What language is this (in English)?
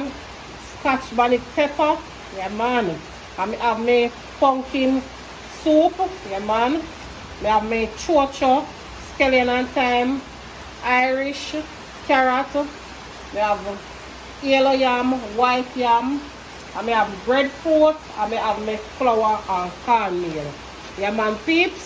Jamaican Creole English